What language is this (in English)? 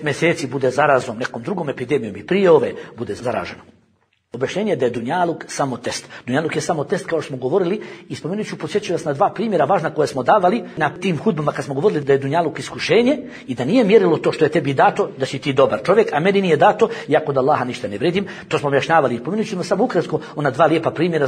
Bosnian